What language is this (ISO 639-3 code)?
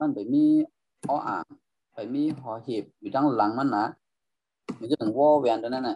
shn